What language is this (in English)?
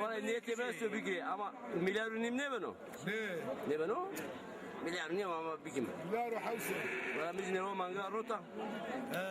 Zaza